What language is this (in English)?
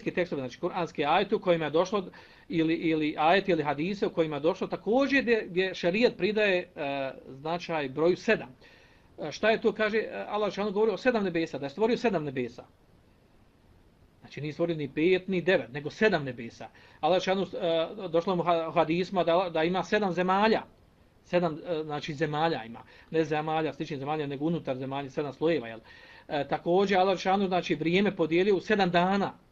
Bosnian